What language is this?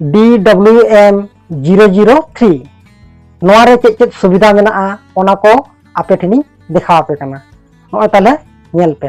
Santali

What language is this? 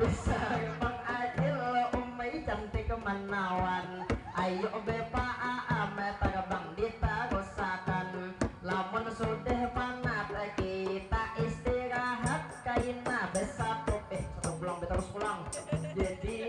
Banjar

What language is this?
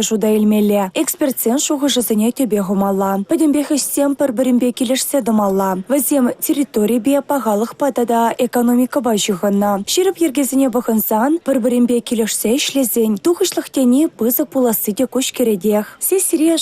Chuvash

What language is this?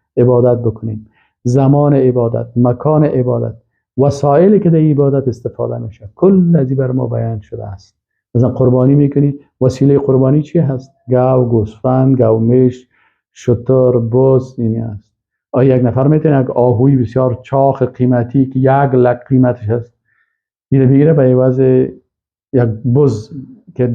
Persian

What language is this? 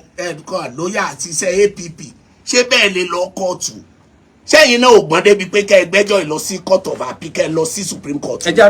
Yoruba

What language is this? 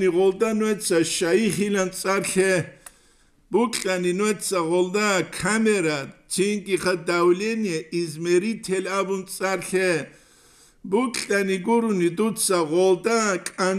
Avaric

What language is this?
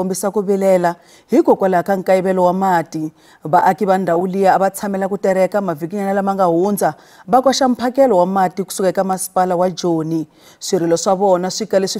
Tsonga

